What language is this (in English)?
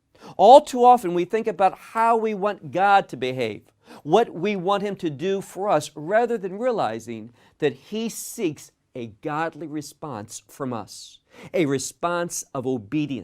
English